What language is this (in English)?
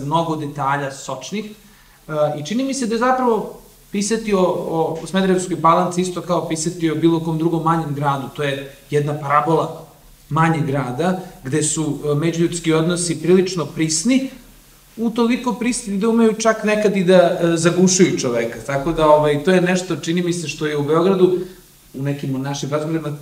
Serbian